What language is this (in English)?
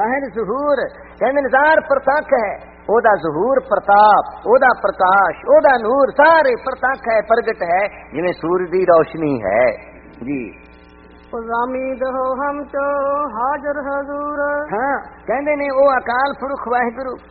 Punjabi